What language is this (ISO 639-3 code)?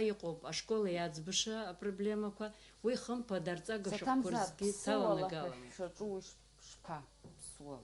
abk